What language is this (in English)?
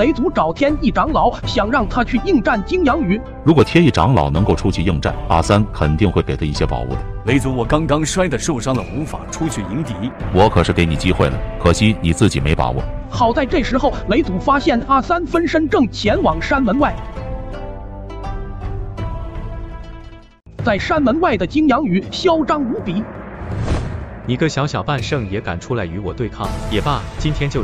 Chinese